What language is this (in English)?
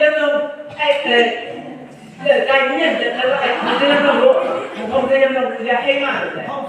Chang Naga